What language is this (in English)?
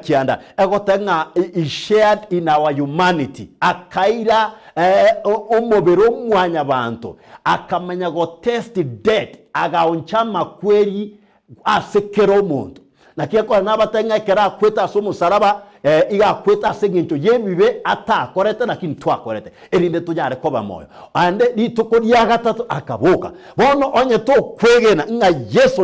Gusii